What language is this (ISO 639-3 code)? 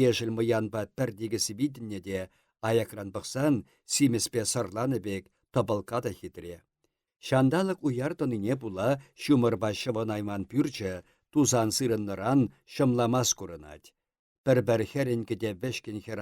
chv